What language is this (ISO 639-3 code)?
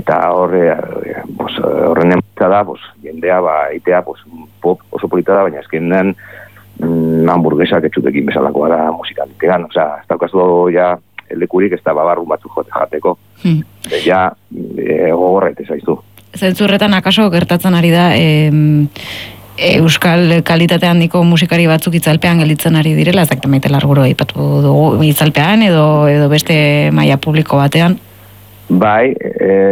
eus